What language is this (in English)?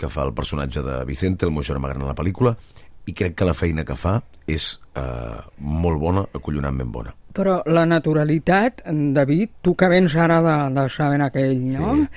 Catalan